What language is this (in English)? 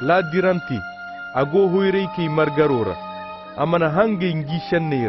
Koyraboro Senni